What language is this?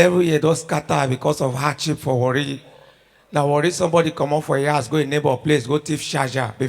Nigerian Pidgin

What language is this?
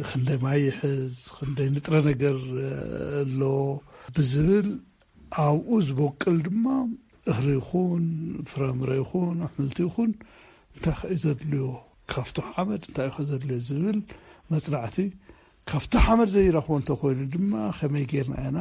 Tigrinya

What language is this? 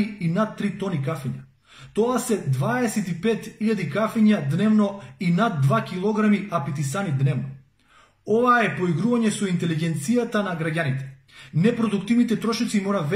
Macedonian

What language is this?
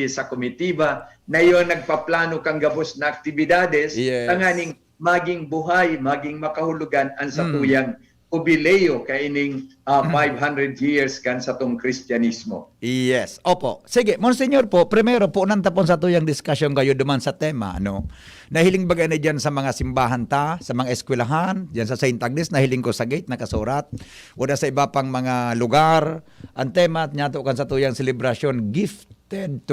Bikol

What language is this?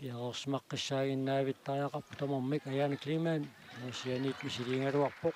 Kalaallisut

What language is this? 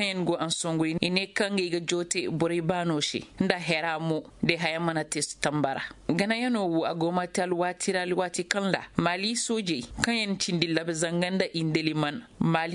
Zarma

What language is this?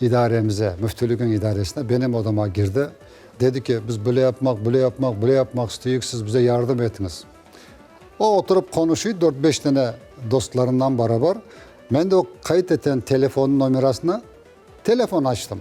Crimean Tatar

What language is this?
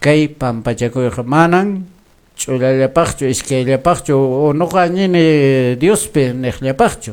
Quechua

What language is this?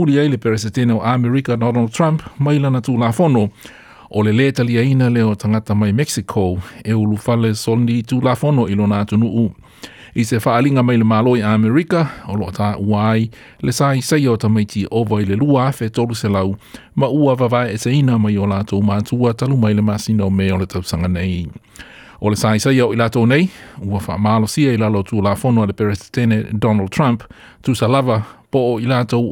Samoan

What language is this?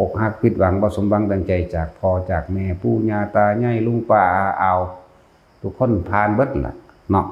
Lao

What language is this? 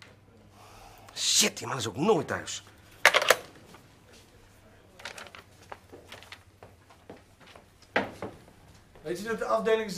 Dutch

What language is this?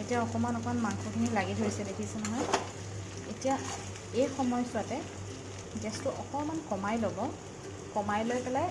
Assamese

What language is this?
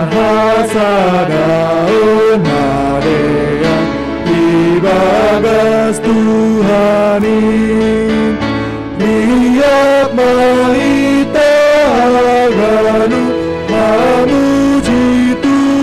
Batak Simalungun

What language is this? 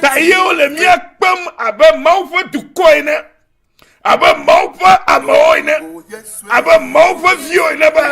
Ewe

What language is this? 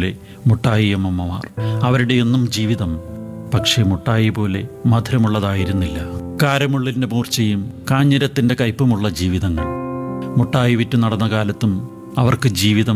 Malayalam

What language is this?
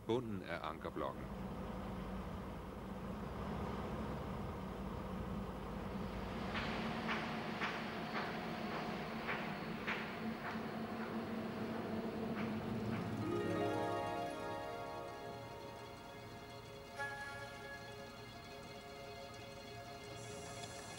Danish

